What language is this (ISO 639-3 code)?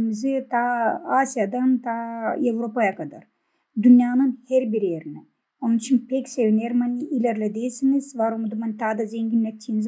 gag